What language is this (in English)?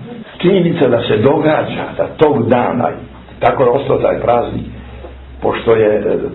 Serbian